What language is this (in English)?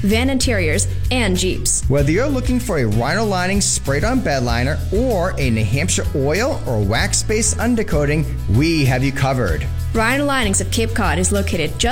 English